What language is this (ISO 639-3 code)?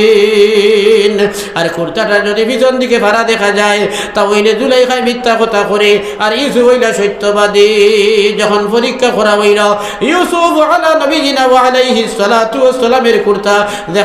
syl